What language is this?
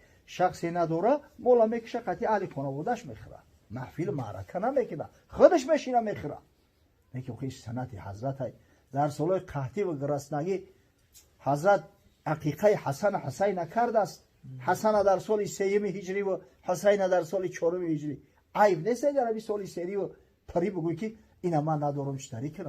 Tajik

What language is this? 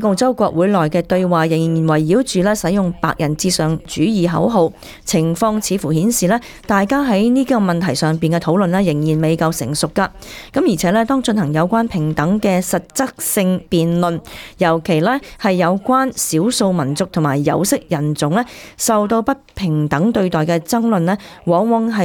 Cantonese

